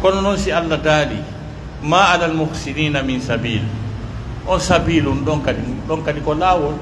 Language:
Pular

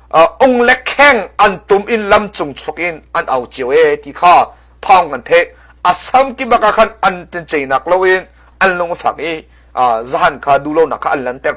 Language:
Hakha Chin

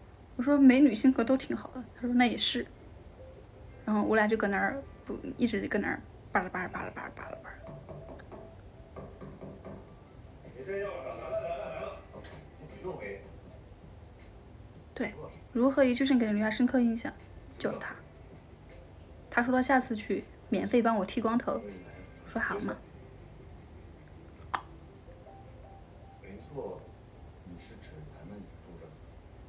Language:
Chinese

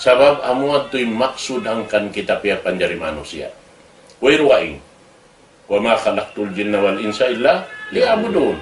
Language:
Tausug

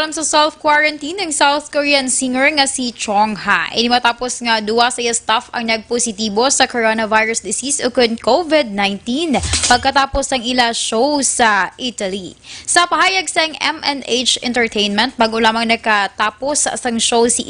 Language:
Hiligaynon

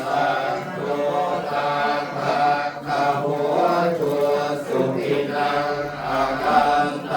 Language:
Pali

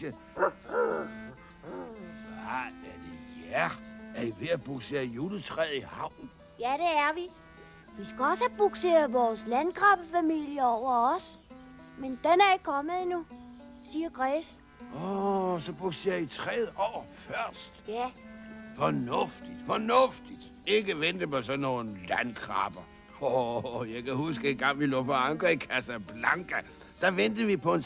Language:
Danish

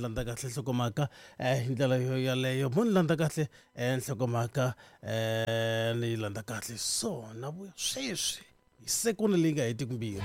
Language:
Tsonga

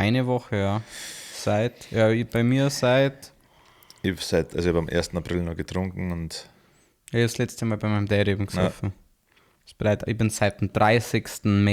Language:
Bavarian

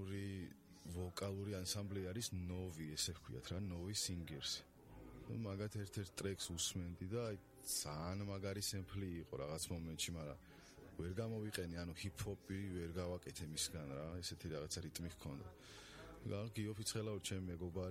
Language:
Georgian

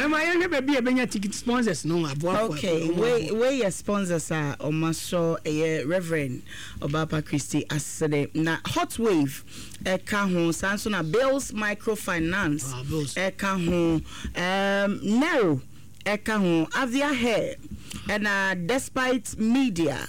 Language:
Akan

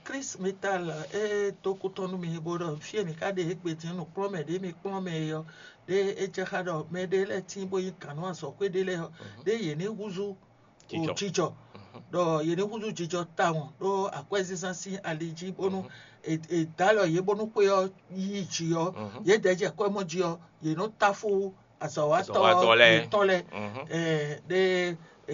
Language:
Fon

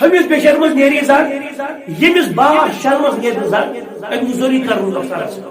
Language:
Kashmiri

